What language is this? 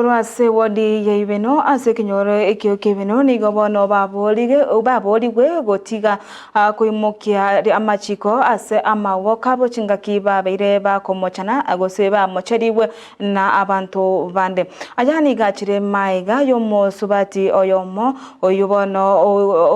Gusii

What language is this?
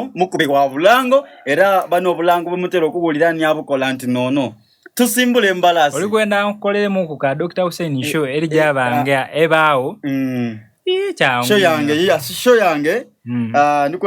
Soga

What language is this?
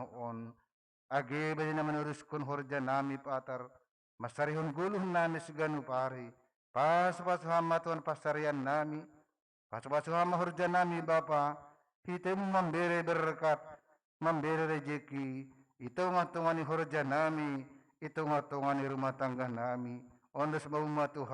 Batak Simalungun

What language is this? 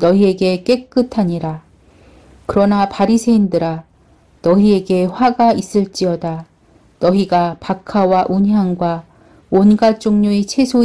Korean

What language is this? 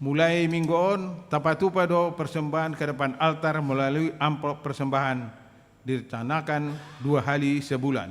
Batak Toba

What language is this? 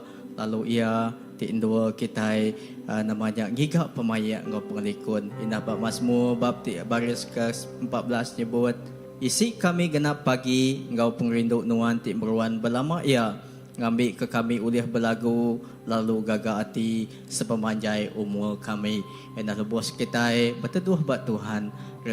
Iban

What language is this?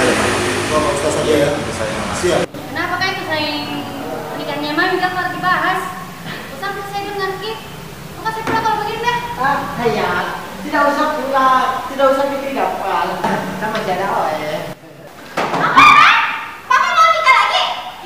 Makassar Malay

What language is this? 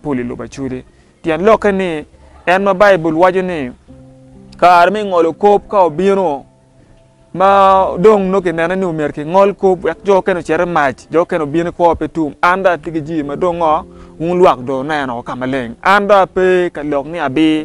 Acoli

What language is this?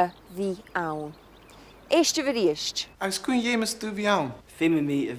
Scottish Gaelic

